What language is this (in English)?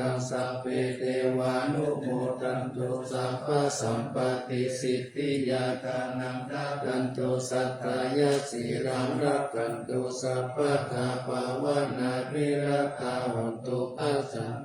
Pali